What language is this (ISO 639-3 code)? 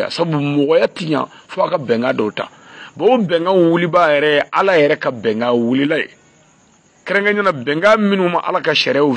bam